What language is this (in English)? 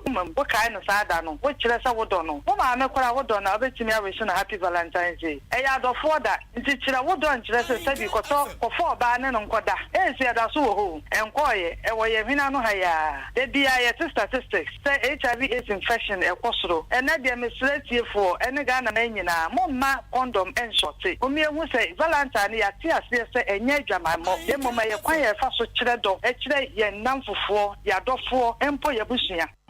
Akan